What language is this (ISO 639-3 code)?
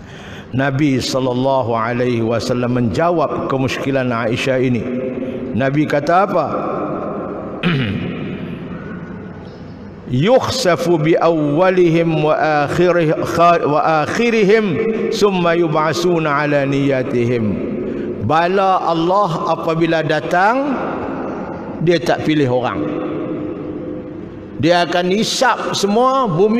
msa